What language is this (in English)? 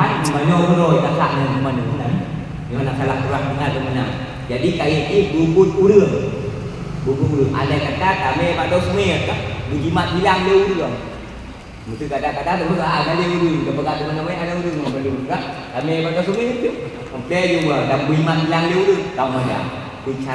Achinese